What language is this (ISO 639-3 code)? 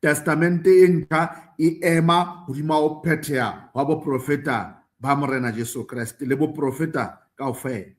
sot